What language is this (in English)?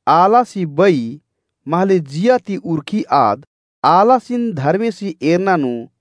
Kurukh